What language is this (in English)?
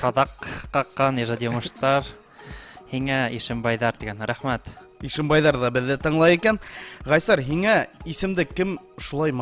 Bashkir